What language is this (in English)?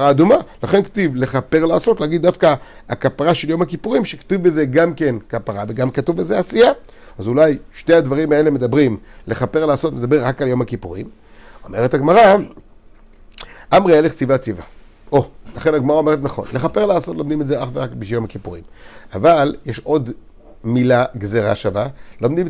Hebrew